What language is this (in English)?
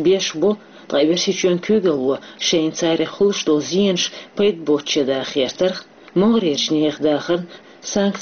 Chechen